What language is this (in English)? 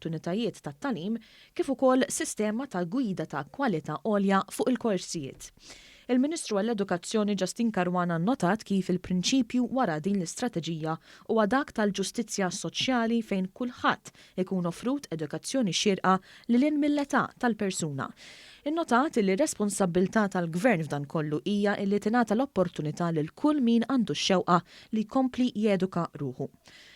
Maltese